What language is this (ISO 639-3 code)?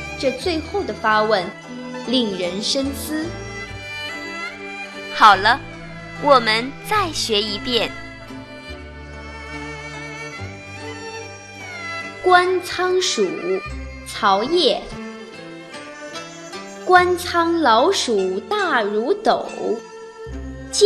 zho